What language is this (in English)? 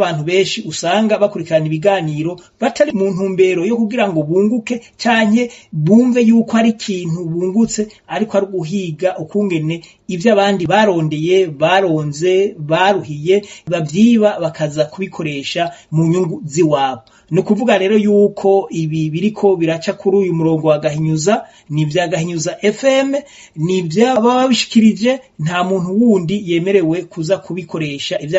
Rundi